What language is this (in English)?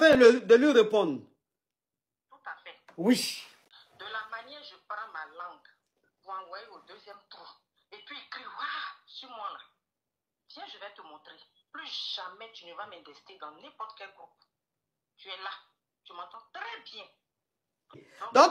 French